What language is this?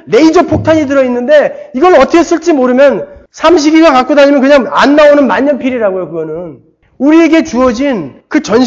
Korean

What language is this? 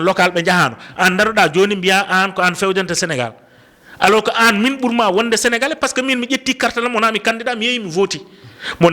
Fula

